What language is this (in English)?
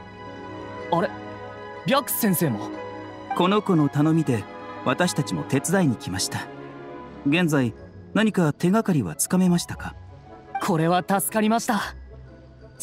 Japanese